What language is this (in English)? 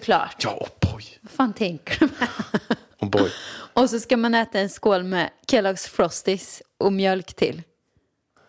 Swedish